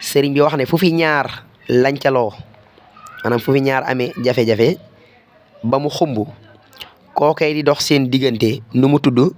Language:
Wolof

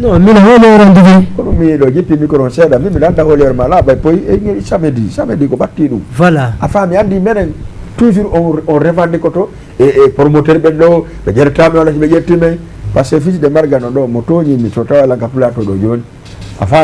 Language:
Fula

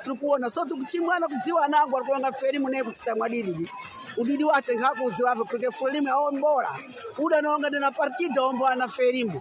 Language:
Sena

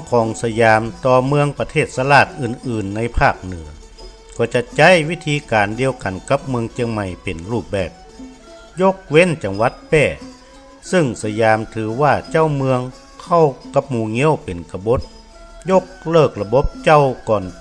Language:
Northern Thai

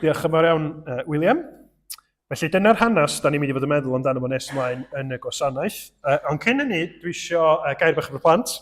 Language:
Welsh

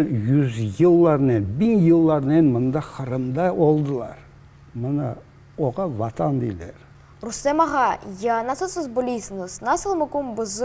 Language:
Crimean Tatar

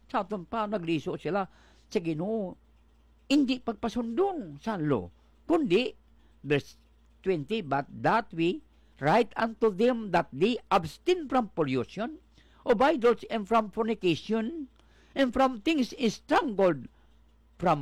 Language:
Hiligaynon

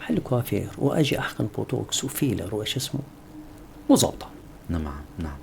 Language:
North Levantine Arabic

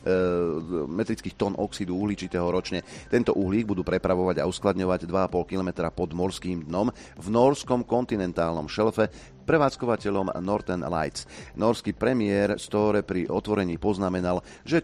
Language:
Slovak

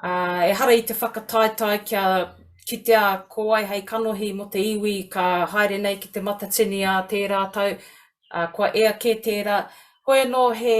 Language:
Māori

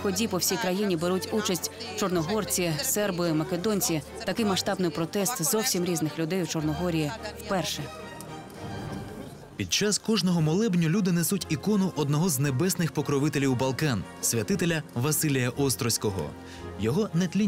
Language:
Ukrainian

